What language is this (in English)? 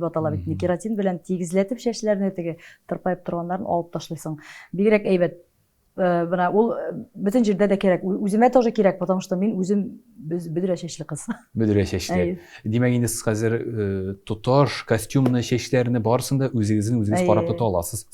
Tatar